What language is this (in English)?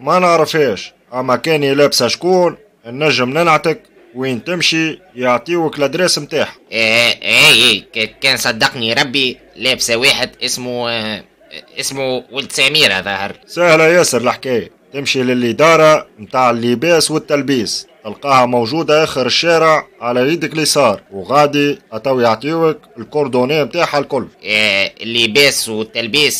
Tunisian Arabic